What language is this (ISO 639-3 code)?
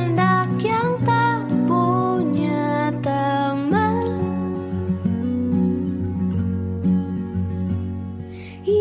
ind